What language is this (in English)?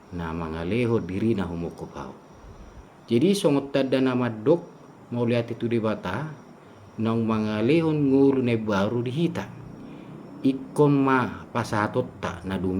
Batak Toba